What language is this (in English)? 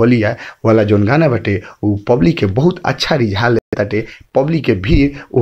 Bhojpuri